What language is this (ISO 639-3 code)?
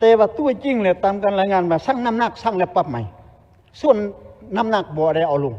lao